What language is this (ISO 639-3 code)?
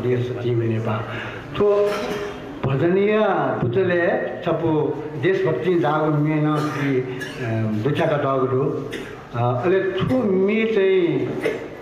new